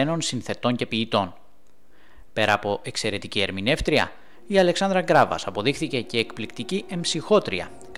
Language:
Greek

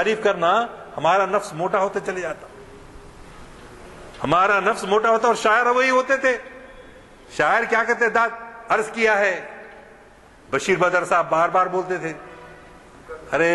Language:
Urdu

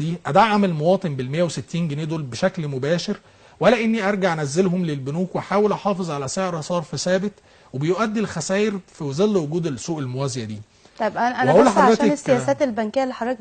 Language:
Egyptian Arabic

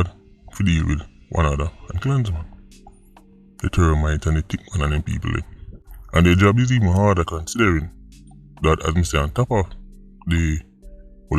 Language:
Jamaican Creole English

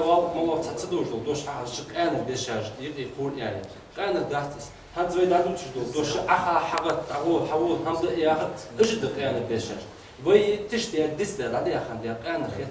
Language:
Ingush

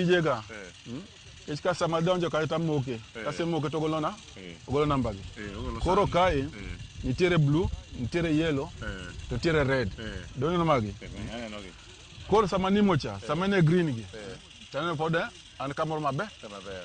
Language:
Luo (Kenya and Tanzania)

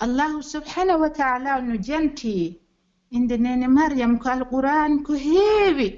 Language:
Pular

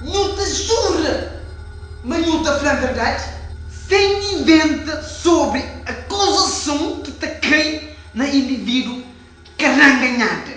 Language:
Kabuverdianu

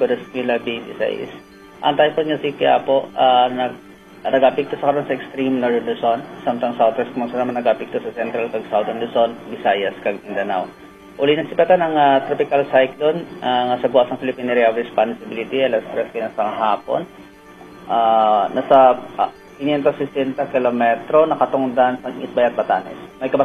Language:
Hiligaynon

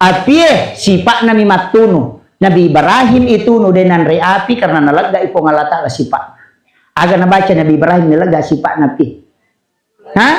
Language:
Buginese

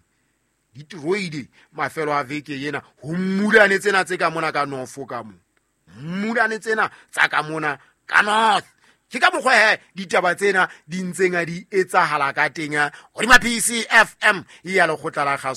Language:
Southern Sotho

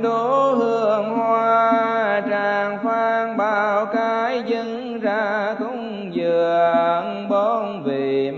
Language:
Vietnamese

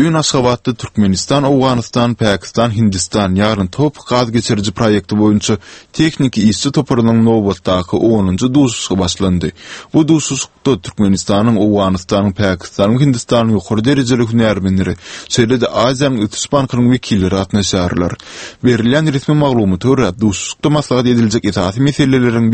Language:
Turkmen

